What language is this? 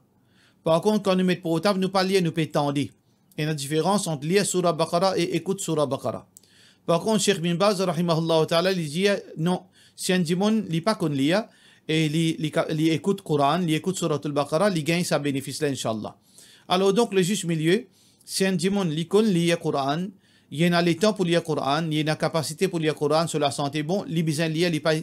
Morisyen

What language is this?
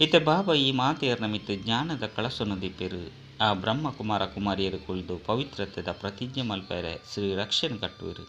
Tulu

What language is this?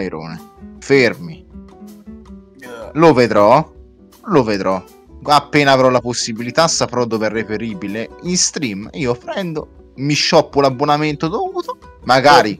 Italian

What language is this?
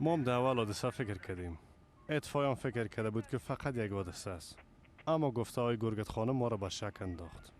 Persian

